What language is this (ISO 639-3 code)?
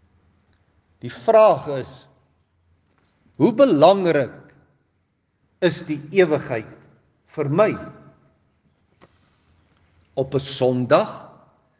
afr